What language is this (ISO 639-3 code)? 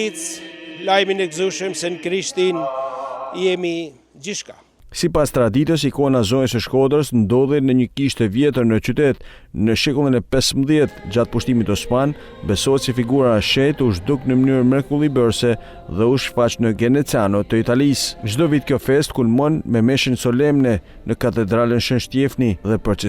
sqi